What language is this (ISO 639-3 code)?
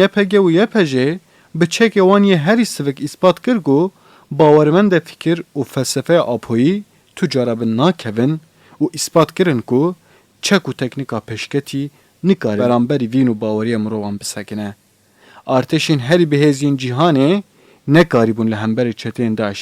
kur